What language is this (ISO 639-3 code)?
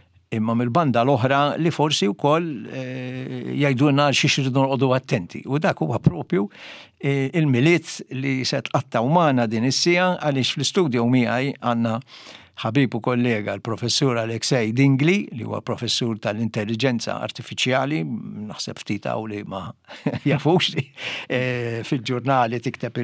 mlt